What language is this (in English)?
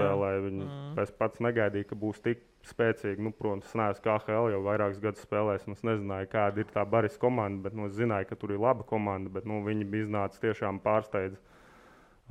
Latvian